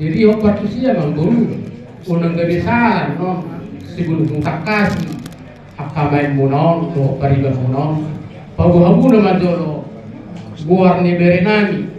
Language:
Batak Toba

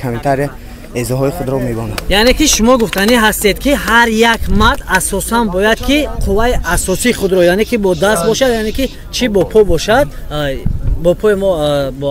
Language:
Tajik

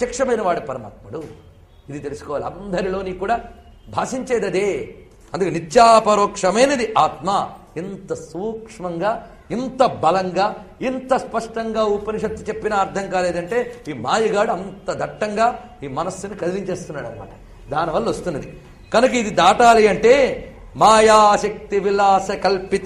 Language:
Telugu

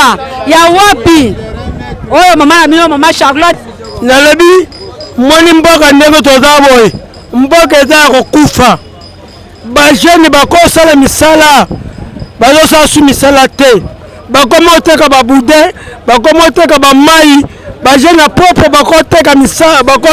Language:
Lingala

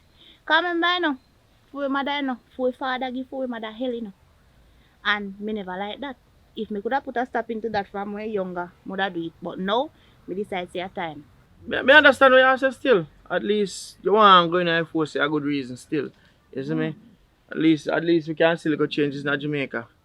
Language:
Jamaican Creole English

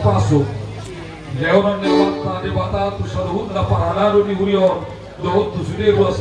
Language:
Batak Toba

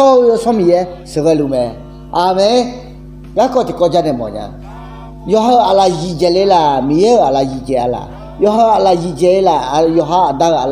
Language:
Akha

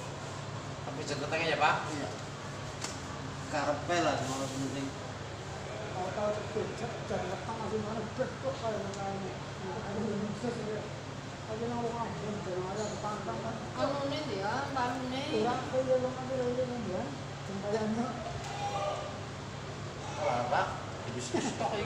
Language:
Indonesian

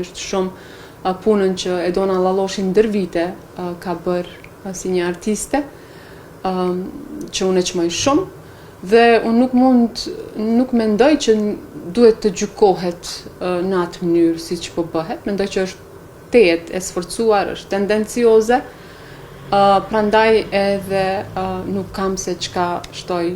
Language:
Albanian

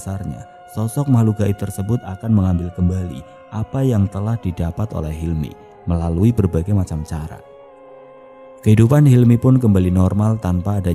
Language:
Indonesian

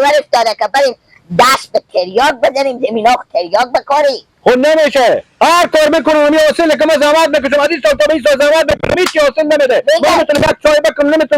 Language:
Persian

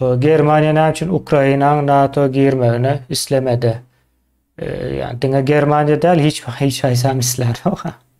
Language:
Turkmen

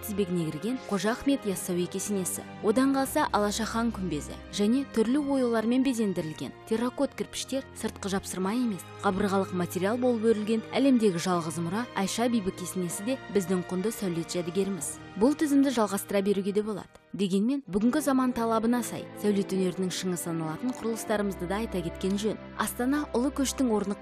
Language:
Kazakh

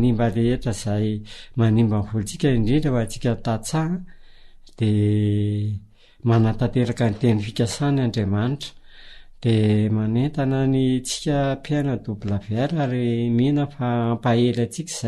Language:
Malagasy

